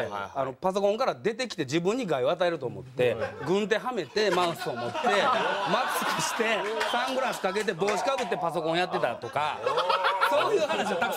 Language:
Japanese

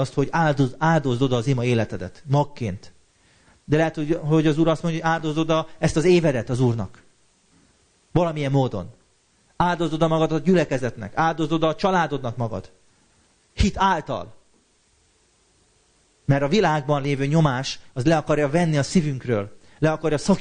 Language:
Hungarian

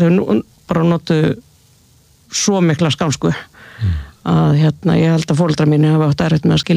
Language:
Icelandic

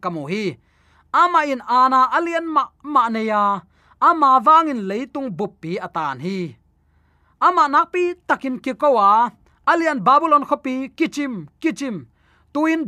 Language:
Tedim Chin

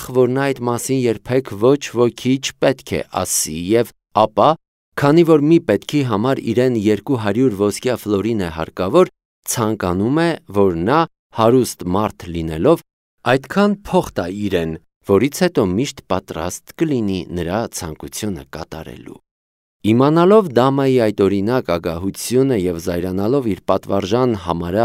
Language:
Armenian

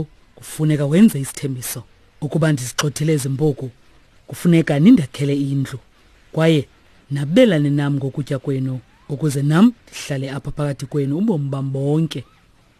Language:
Xhosa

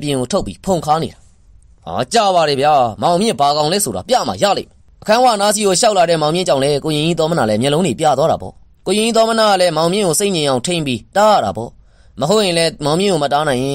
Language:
Burmese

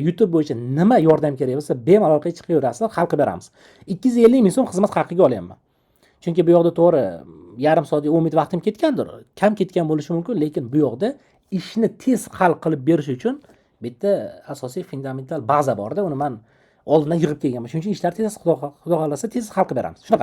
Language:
Uzbek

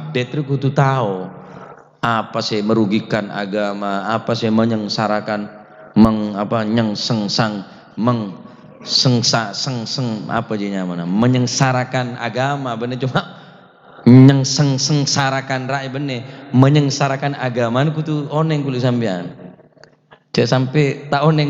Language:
Madurese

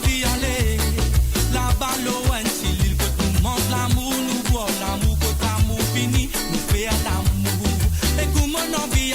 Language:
Morisyen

